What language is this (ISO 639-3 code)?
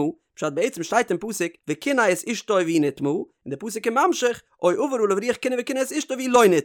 yid